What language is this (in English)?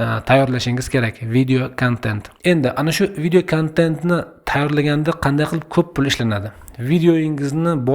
Uzbek